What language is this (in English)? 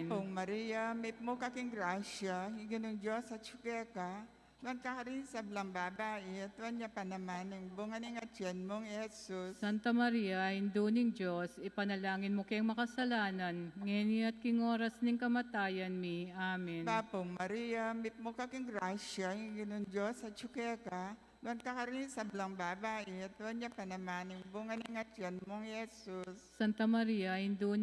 Pampanga